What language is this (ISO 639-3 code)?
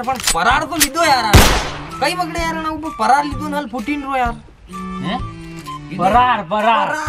raj